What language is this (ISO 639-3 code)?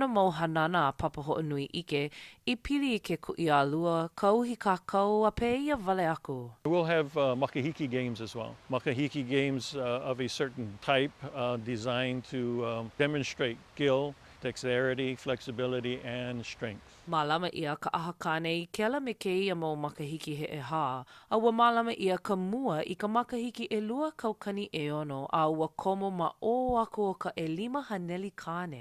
haw